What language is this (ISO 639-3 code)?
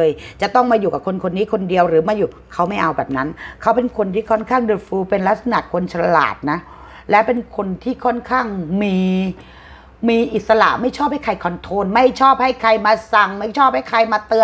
tha